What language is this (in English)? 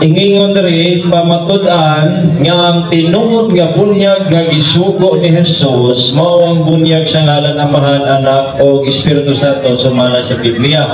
Cebuano